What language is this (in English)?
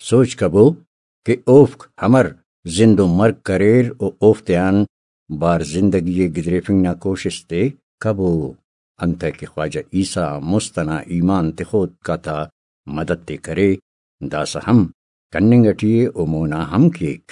Brahui